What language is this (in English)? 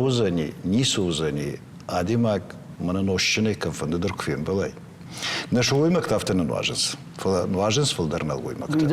Ossetic